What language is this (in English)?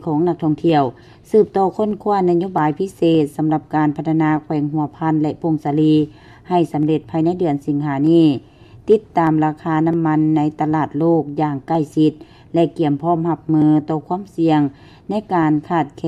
Lao